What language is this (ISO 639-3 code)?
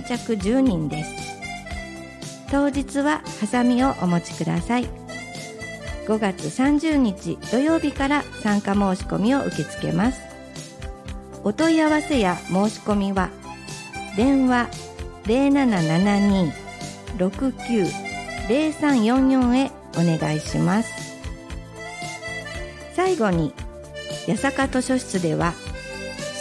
jpn